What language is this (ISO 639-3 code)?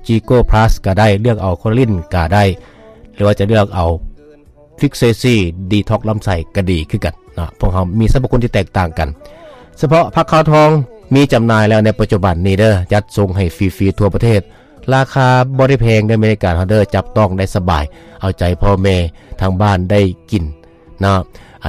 lao